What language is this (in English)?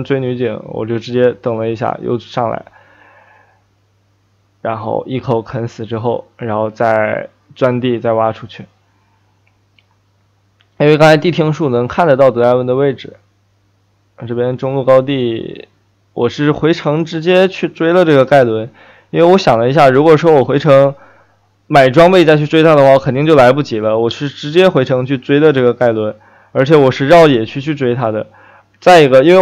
Chinese